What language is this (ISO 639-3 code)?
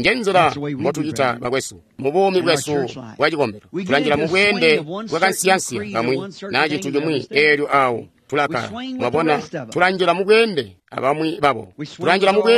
toi